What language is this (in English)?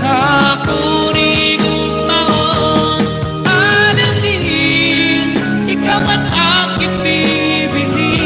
Waray